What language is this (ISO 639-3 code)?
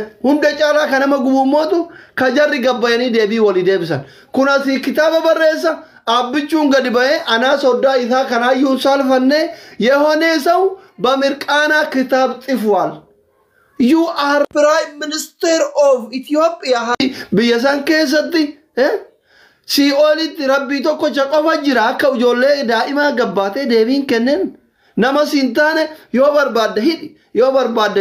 orm